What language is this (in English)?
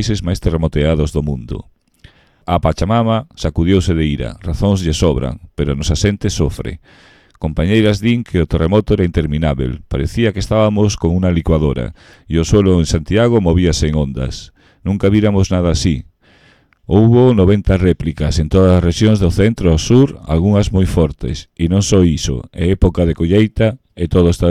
Galician